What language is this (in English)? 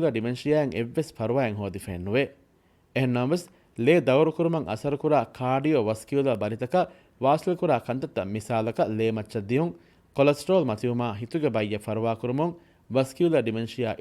Divehi